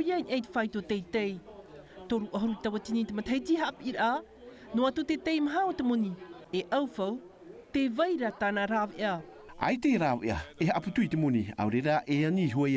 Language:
Tahitian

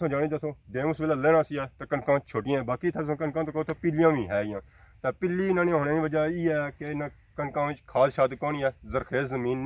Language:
Pahari-Potwari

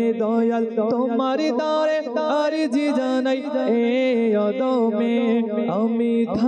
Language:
Bangla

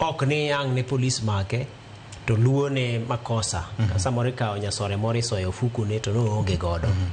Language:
Luo (Kenya and Tanzania)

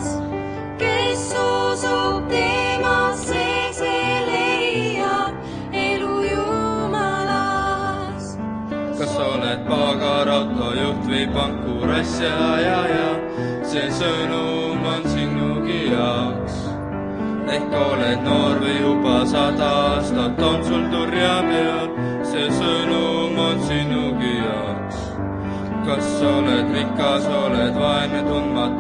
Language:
Estonian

